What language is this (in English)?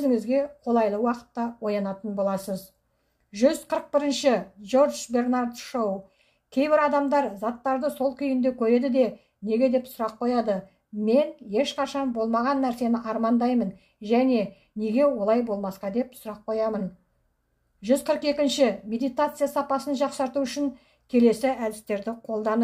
Kazakh